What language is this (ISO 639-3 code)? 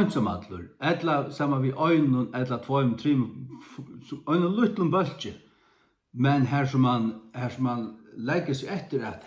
fao